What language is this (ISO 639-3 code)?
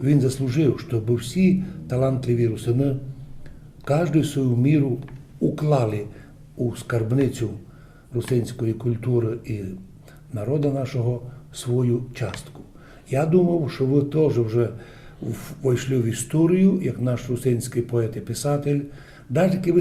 rue